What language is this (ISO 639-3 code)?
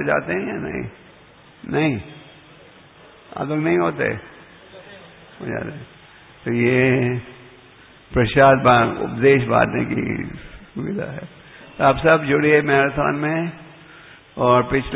hin